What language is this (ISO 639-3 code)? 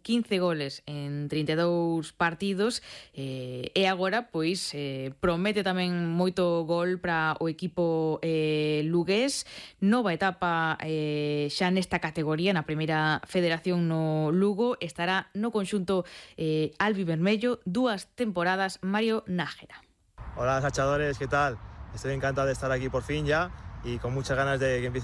glg